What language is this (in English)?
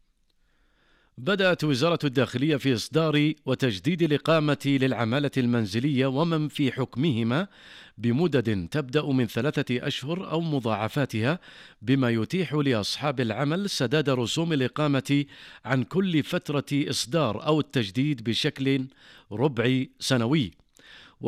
Arabic